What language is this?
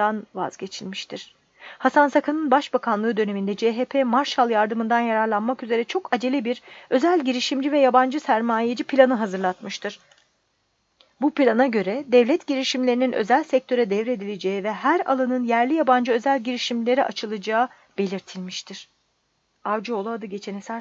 Turkish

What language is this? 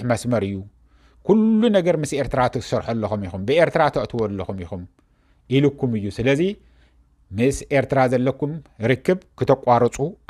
Tigrinya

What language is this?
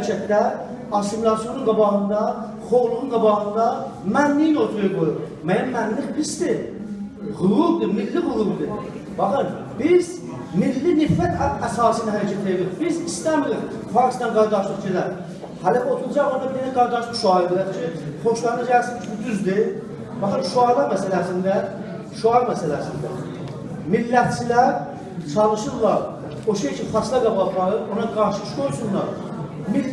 South Azerbaijani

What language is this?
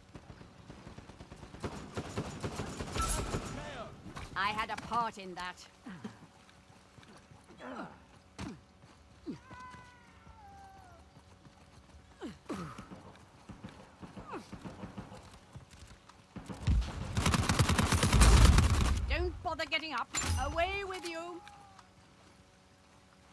English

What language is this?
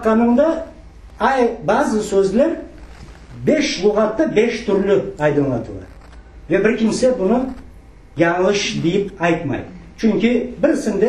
Crimean Tatar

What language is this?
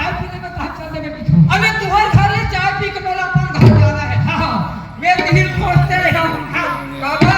Chhattisgarhi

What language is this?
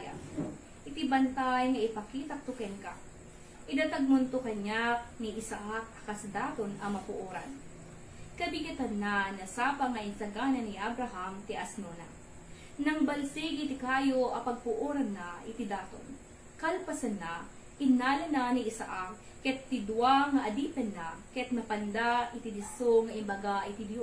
Iloko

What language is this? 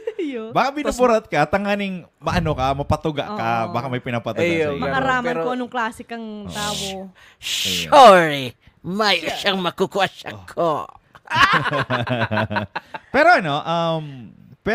Bikol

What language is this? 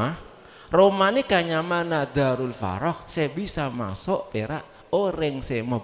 Madurese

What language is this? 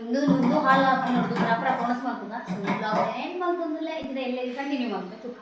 Tulu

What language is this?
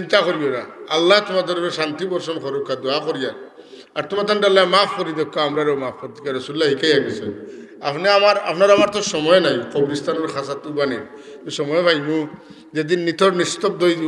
Sylheti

